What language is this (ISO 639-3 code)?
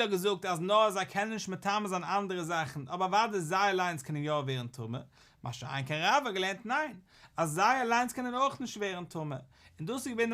yid